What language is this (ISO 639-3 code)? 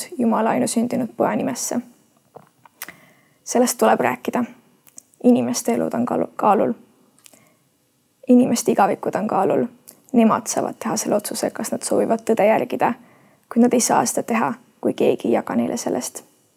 est